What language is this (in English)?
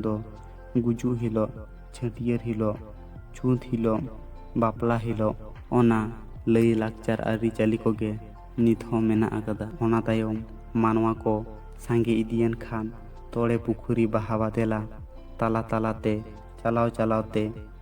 Santali